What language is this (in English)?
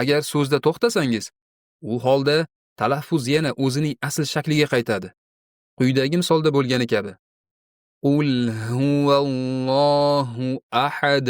Uzbek